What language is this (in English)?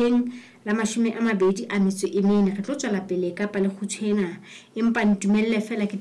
Southern Sotho